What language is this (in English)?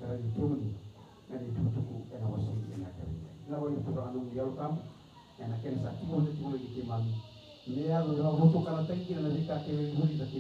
Fijian